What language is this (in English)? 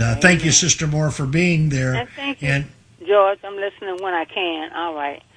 English